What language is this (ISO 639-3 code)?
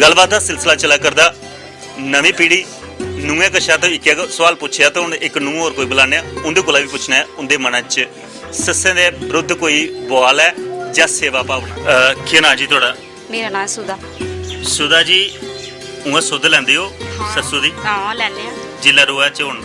doi